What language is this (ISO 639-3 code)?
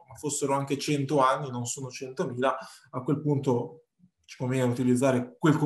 ita